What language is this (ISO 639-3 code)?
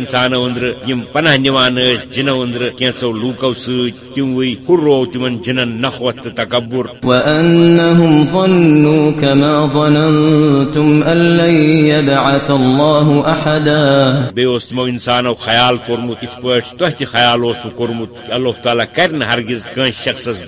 kas